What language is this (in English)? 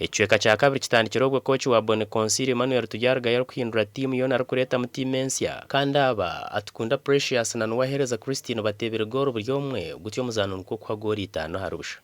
Nyankole